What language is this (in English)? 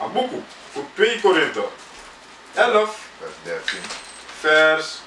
Sranan Tongo